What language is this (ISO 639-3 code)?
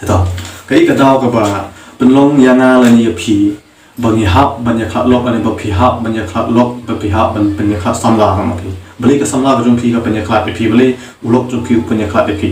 kha